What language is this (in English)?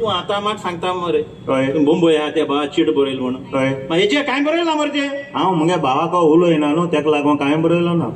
Konkani